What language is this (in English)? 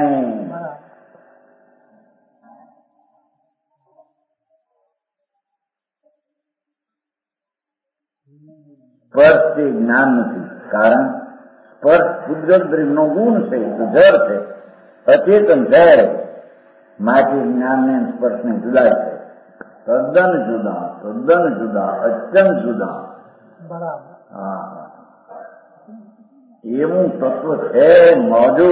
Gujarati